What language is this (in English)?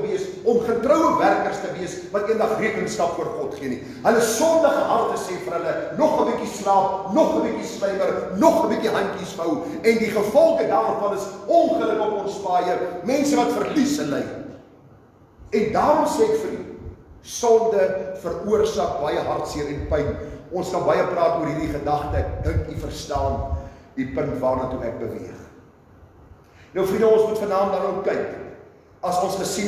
Afrikaans